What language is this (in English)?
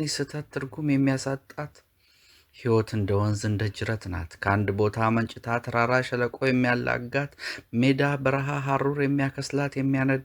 Amharic